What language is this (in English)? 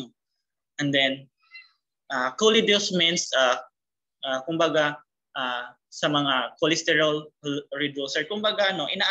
Filipino